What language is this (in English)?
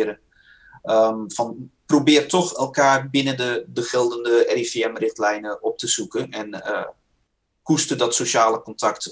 Dutch